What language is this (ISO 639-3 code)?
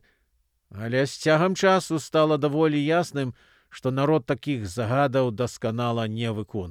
bel